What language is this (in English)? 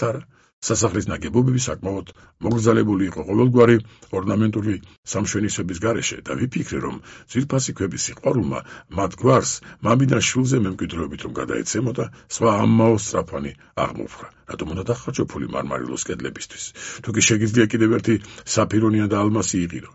Georgian